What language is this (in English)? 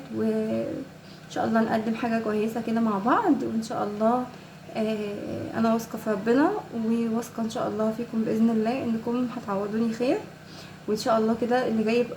Egyptian Arabic